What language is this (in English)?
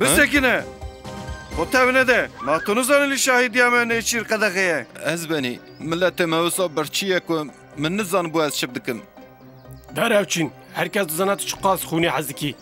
Kurdish